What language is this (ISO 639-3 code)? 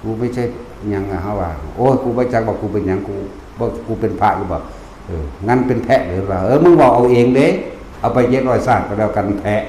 tts